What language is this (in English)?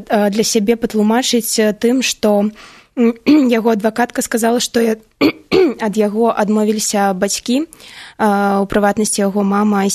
Belarusian